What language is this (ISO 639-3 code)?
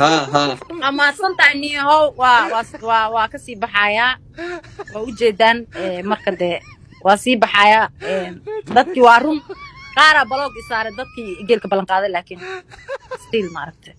som